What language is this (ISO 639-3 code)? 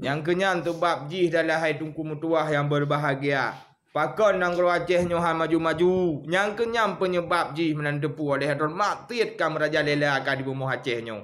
ace